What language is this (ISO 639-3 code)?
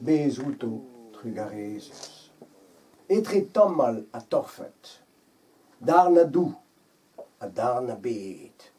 bre